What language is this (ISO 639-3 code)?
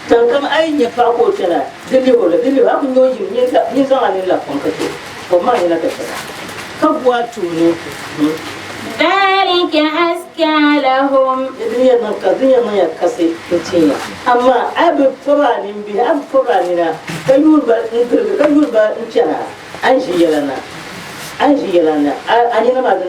dag